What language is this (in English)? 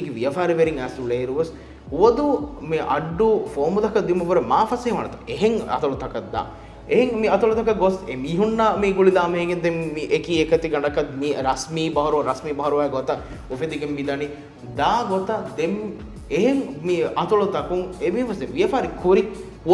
Divehi